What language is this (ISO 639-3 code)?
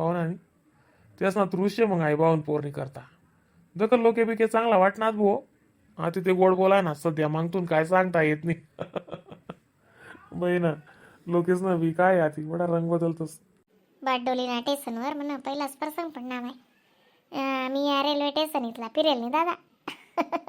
khn